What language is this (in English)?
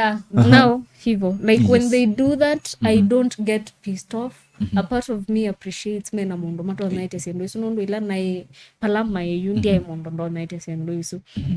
Kamba